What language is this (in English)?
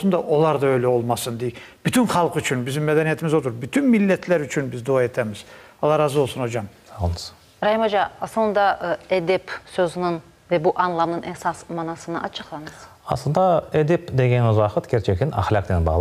Crimean Tatar